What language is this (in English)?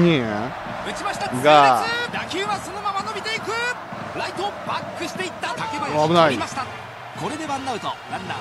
Japanese